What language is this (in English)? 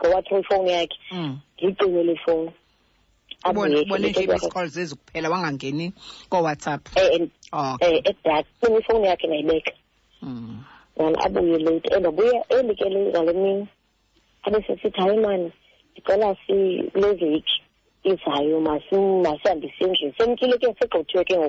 Xhosa